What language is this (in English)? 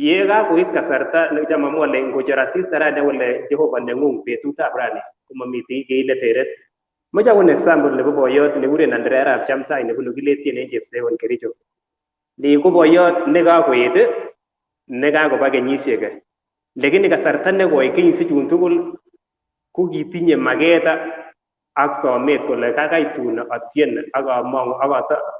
Kalenjin